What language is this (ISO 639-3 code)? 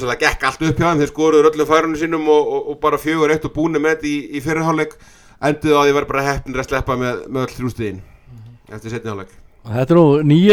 isl